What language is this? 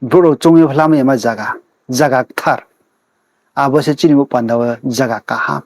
Riang (India)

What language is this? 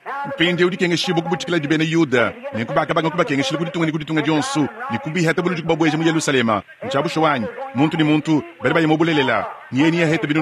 Luba-Lulua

